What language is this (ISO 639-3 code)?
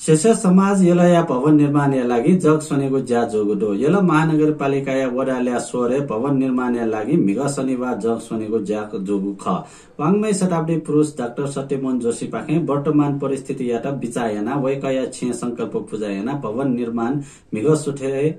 new